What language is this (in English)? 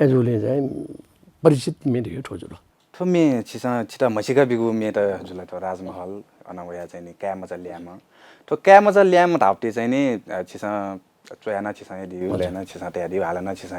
Newari